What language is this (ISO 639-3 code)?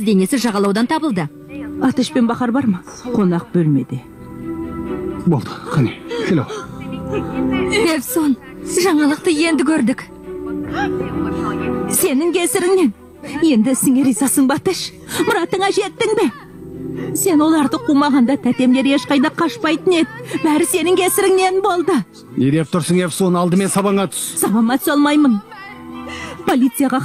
kaz